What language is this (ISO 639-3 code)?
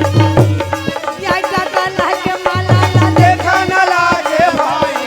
hne